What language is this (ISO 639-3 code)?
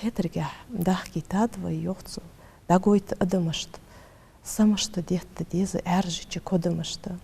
inh